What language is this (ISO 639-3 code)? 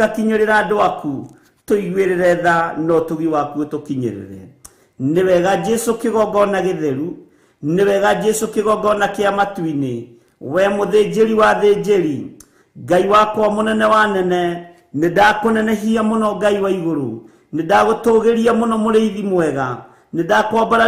kik